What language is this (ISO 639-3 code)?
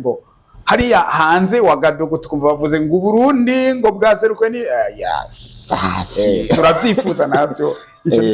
run